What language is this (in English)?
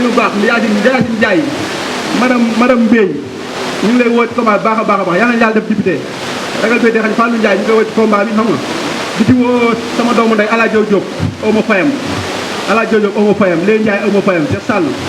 Wolof